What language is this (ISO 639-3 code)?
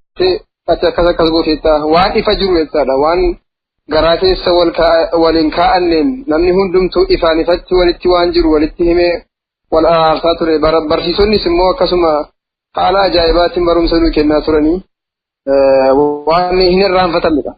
orm